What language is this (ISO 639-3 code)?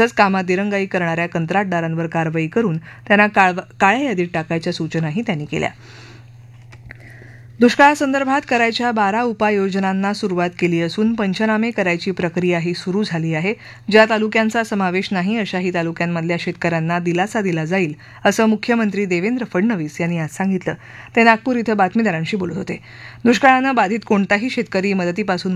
mar